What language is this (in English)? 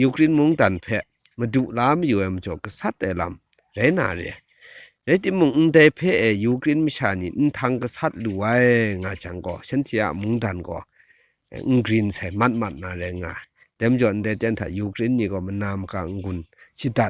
Kachin